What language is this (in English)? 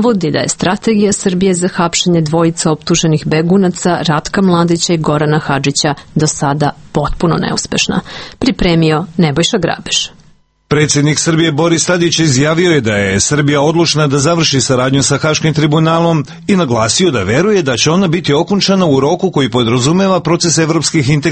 Serbian